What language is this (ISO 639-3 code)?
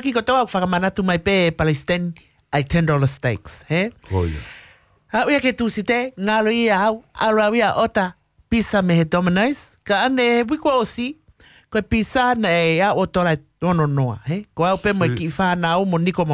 ton